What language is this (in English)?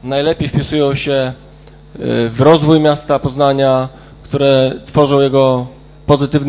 Polish